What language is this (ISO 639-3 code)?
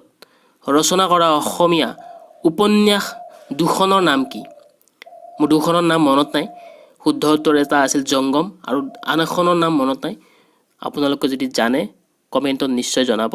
asm